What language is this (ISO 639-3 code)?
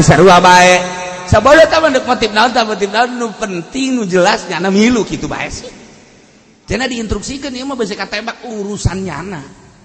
sun